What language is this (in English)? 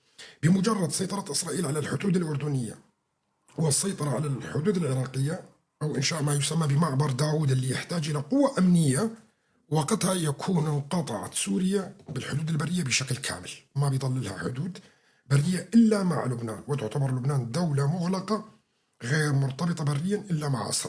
North Levantine Arabic